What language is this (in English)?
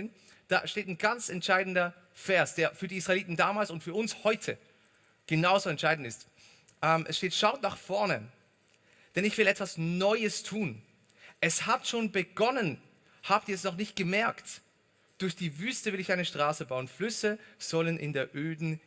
Swiss German